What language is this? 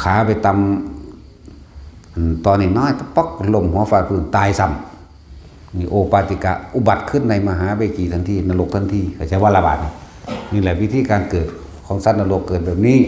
Northeastern Thai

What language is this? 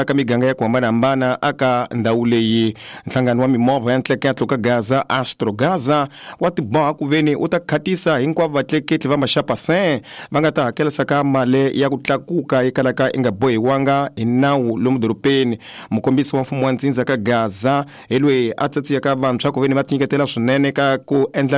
Tsonga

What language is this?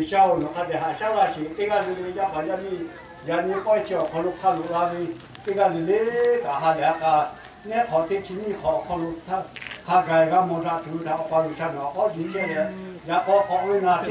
Lahu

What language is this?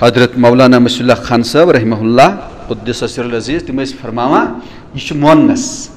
Kashmiri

